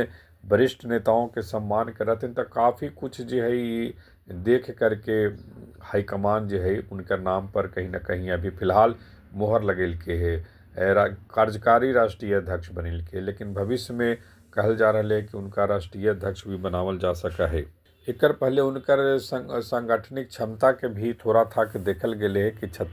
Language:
Magahi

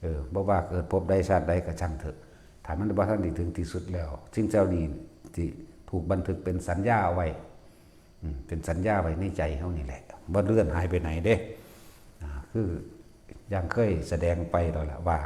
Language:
Lao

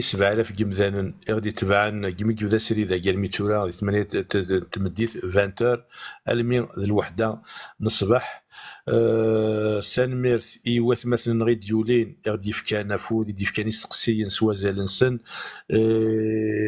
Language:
Kabyle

